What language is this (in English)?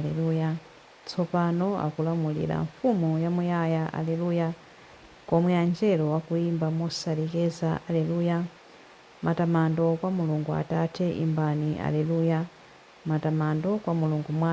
Nyanja